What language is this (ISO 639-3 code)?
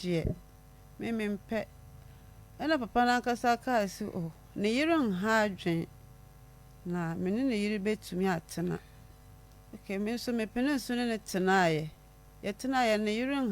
aka